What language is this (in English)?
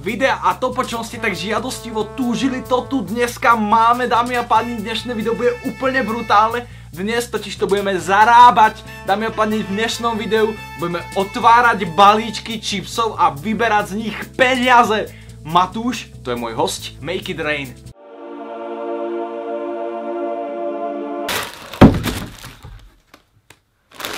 Slovak